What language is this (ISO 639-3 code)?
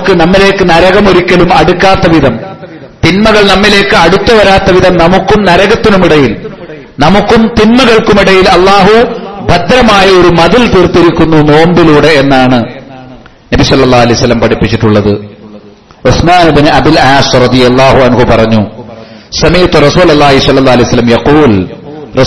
mal